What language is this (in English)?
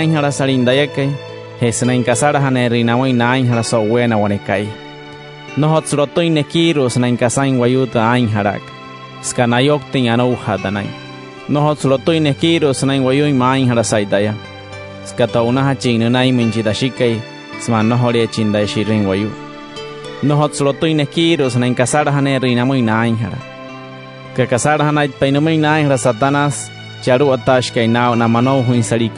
Wayuu